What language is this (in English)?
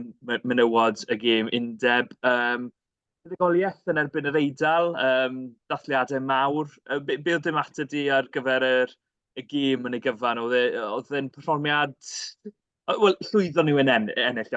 Welsh